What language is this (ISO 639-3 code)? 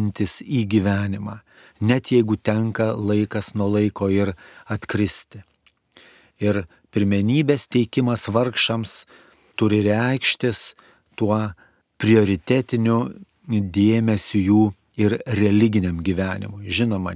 lit